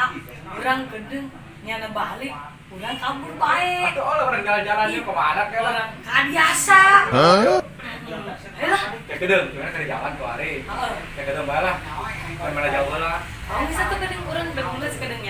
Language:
Sundanese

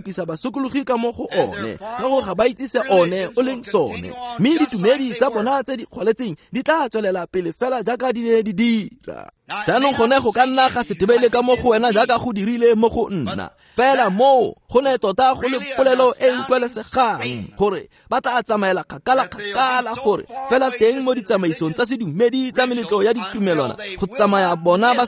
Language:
Tswana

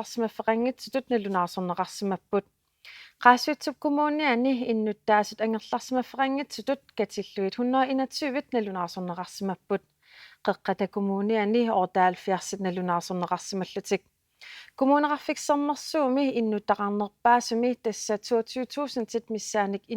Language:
Kalaallisut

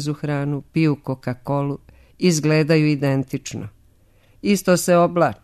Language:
Serbian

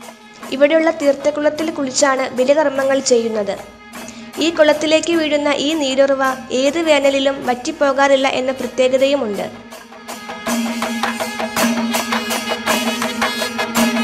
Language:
Malayalam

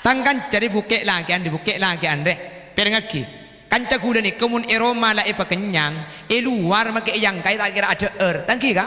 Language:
Madurese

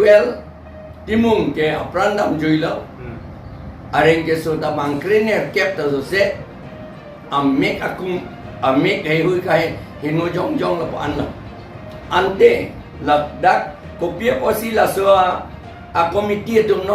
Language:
Karbi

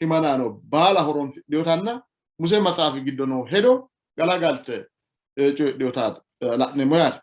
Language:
Sidamo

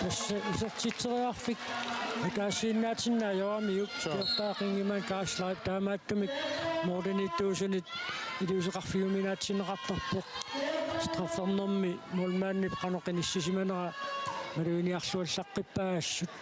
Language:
Kalaallisut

